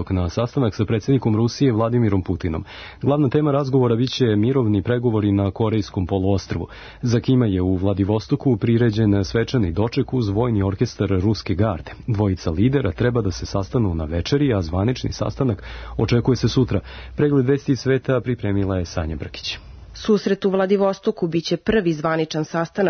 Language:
Serbian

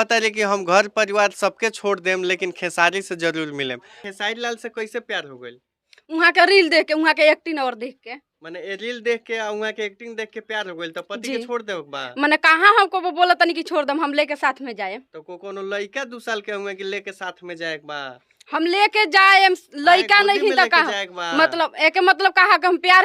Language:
Bhojpuri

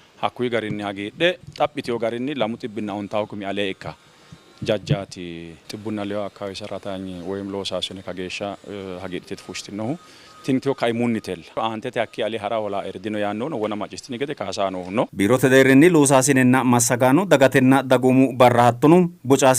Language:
Sidamo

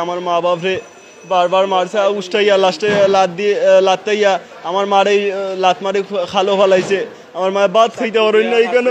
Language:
Sylheti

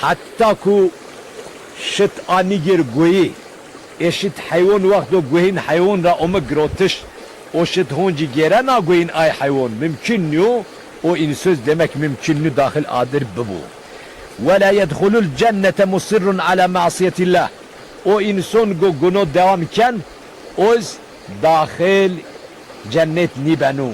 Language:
Zaza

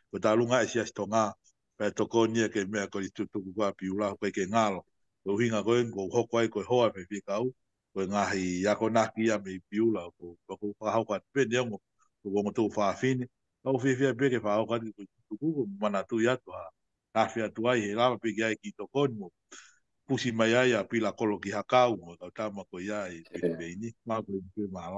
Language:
Tongan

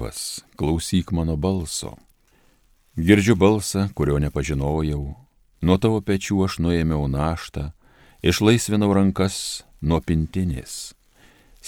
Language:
Lithuanian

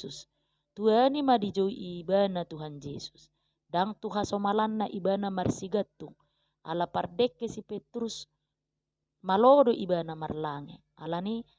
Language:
Batak Toba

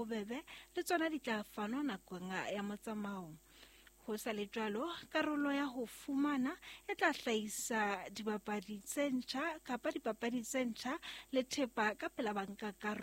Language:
Southern Sotho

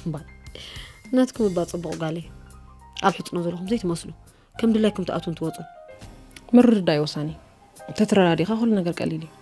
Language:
Tigrinya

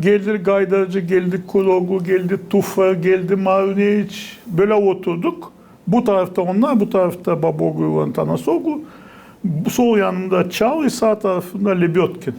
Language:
Gagauz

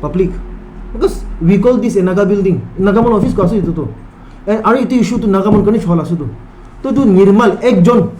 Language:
Naga Pidgin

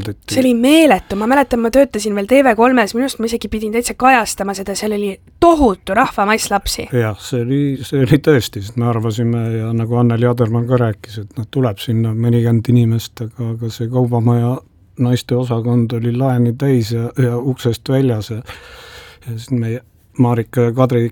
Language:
Estonian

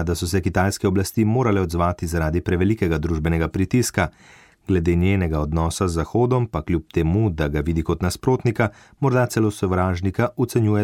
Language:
Slovenian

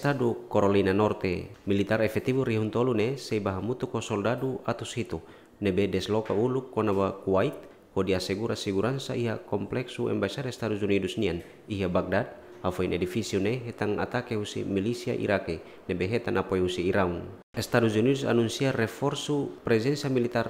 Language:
Tetum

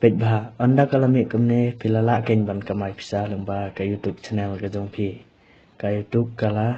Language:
Khasi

